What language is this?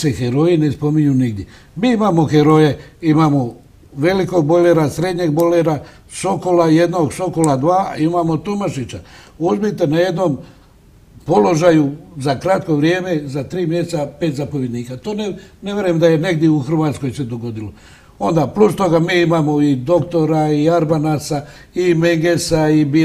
Croatian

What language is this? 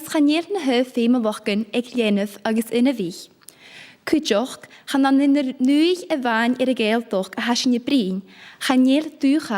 Scottish Gaelic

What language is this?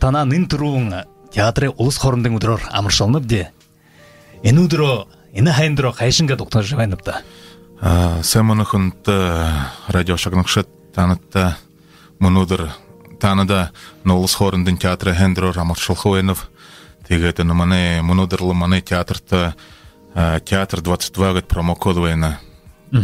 Buriat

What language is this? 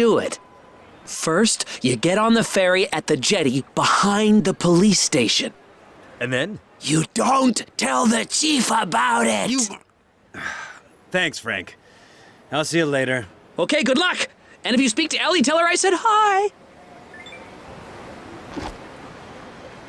English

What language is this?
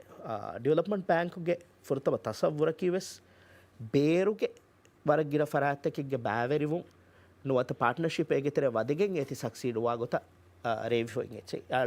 Divehi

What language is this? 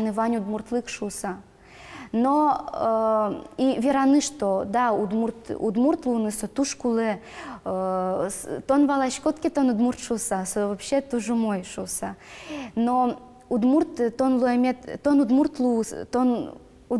Udmurt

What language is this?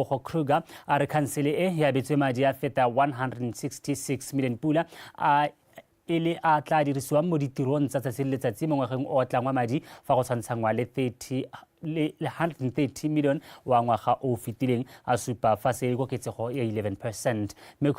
Tswana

